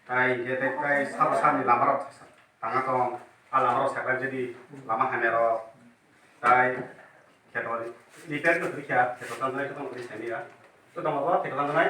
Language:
Kok Borok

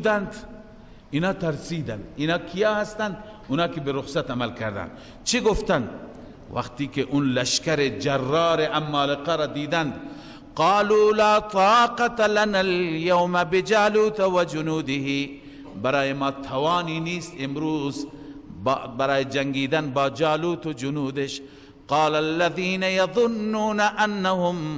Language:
Persian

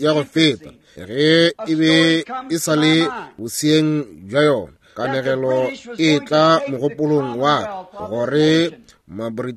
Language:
Northern Sotho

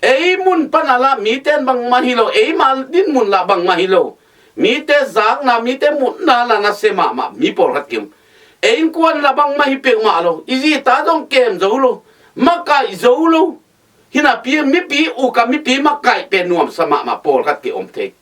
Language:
Tedim Chin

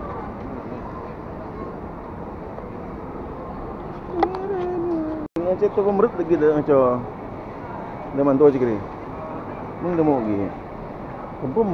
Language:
Malay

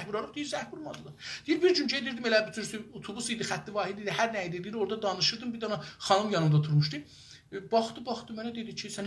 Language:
South Azerbaijani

